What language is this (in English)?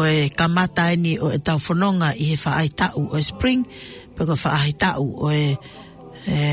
Tongan